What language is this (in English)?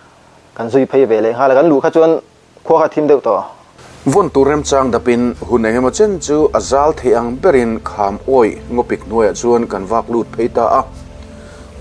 Mizo